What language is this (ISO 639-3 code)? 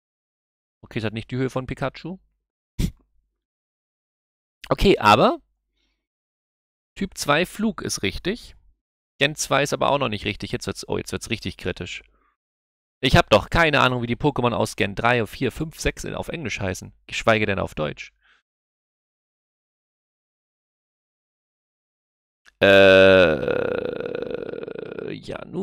deu